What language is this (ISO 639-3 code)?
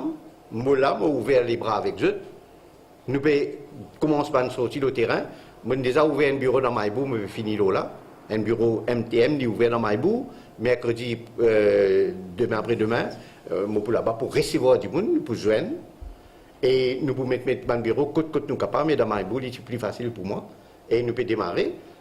mfe